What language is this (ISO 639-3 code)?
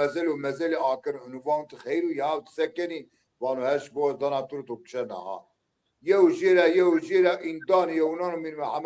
zza